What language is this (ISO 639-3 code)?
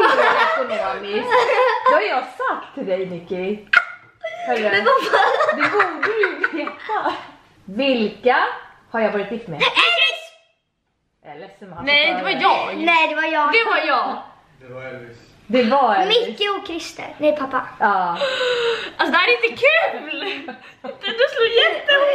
swe